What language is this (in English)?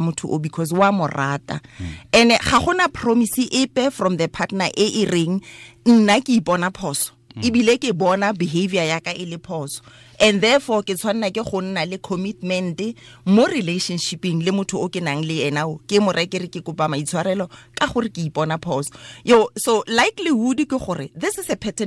Tswana